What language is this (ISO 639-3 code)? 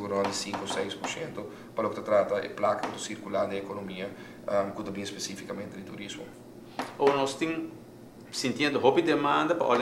pap